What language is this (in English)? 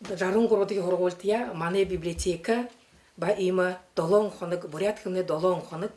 Buriat